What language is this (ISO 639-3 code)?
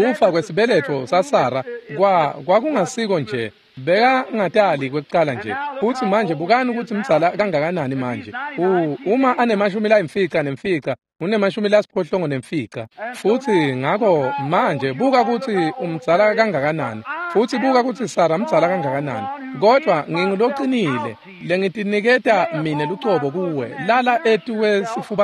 ssw